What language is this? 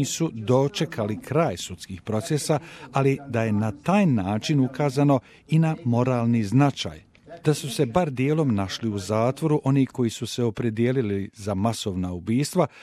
Bosnian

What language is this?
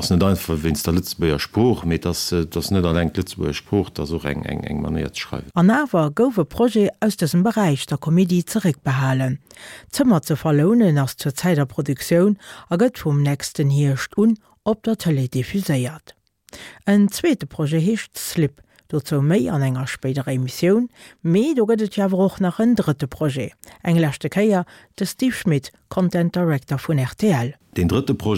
Luxembourgish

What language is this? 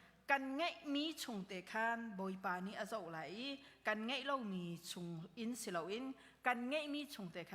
Hakha Chin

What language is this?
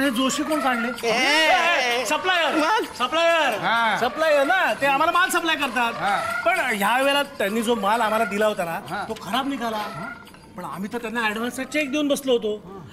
Marathi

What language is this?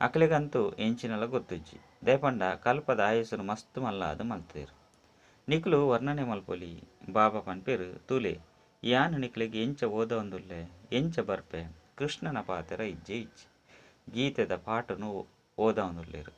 Tulu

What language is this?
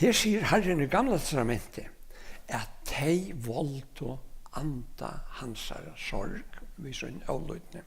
Faroese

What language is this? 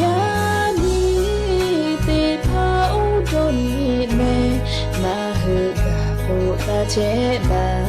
Lahu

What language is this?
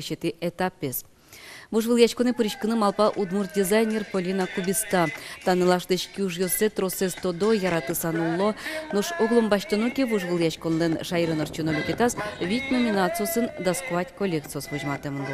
Udmurt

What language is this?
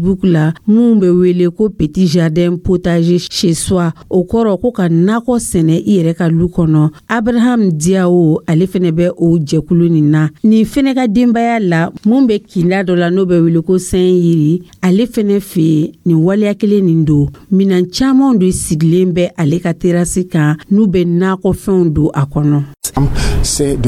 Dyula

